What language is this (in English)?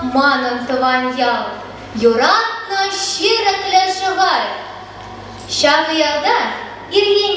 Chuvash